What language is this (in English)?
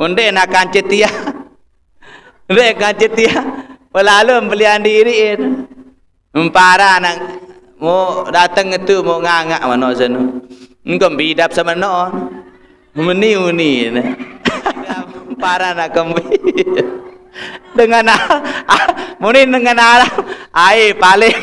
Sasak